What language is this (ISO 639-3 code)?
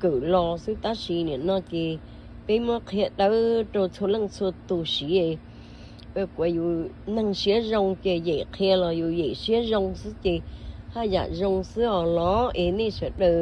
hmn